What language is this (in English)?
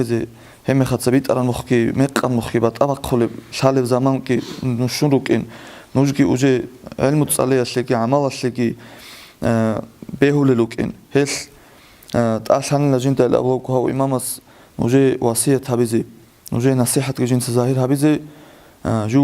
Avaric